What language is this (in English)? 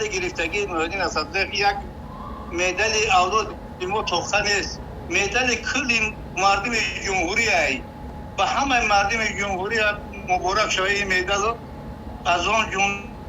Tajik